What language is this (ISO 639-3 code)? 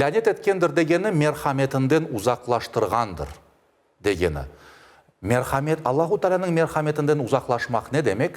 crh